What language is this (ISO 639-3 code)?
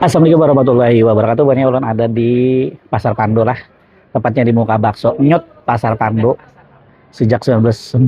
bjn